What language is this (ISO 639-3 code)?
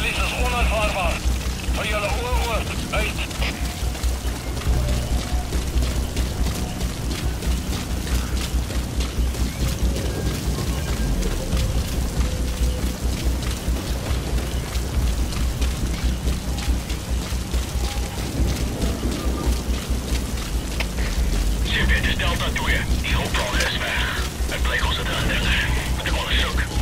afr